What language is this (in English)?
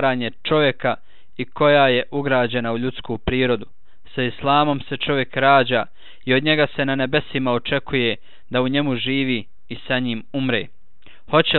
Bosnian